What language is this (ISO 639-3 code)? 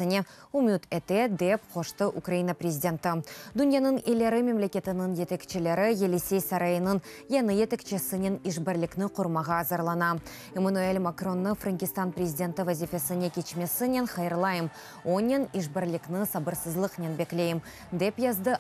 crh